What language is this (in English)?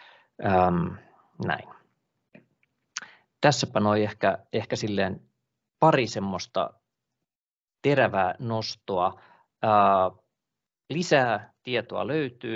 Finnish